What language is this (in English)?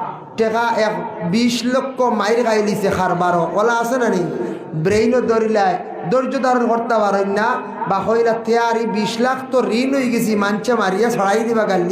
Sylheti